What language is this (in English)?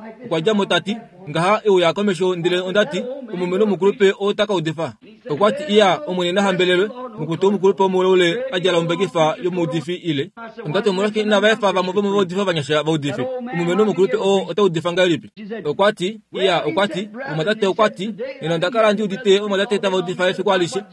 Kuanyama